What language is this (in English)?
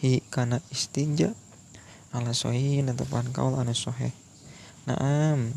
Sundanese